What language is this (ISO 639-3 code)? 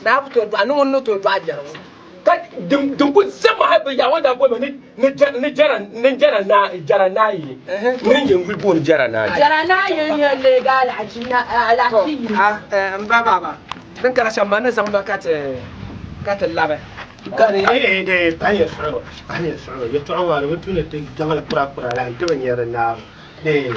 dag